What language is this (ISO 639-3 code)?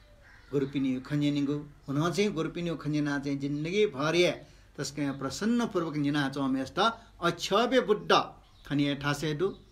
new